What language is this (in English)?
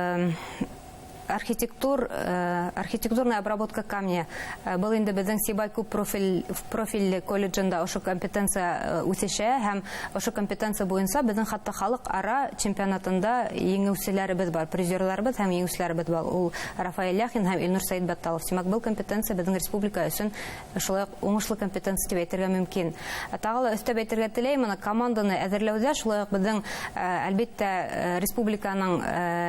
Bashkir